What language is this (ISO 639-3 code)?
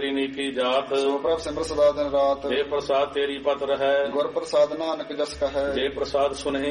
pan